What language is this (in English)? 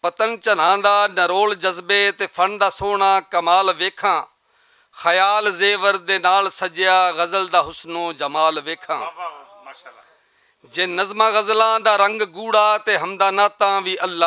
Western Panjabi